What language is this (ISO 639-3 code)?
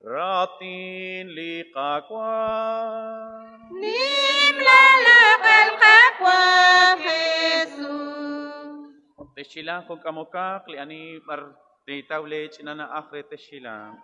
kek